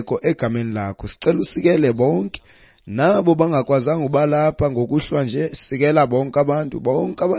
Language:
Xhosa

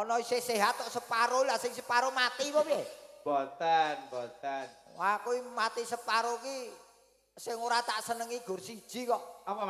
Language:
Javanese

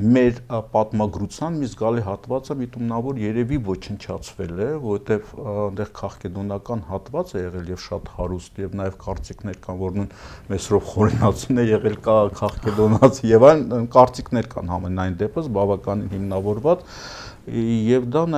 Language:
Armenian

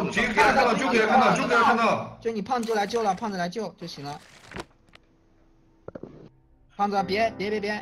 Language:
Chinese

